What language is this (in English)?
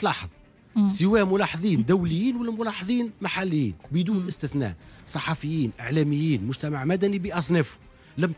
Tunisian Arabic